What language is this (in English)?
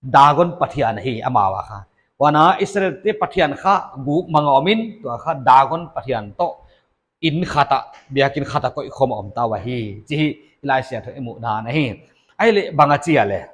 Paite Chin